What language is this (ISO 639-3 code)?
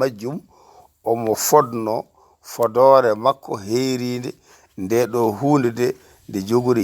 ful